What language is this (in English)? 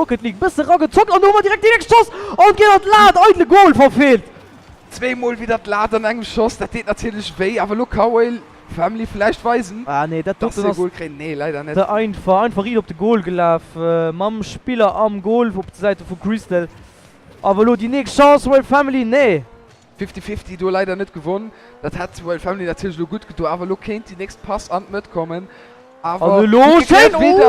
Luxembourgish